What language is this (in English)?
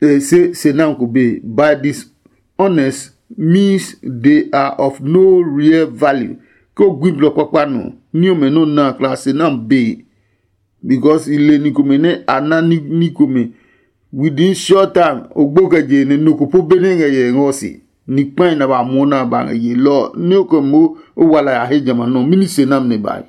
Adangme